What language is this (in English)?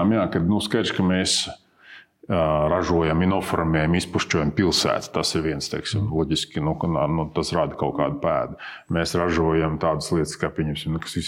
Latvian